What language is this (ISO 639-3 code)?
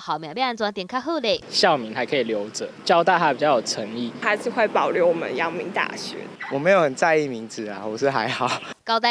nan